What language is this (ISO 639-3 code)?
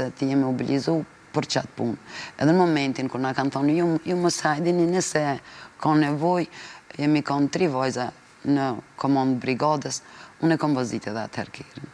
sqi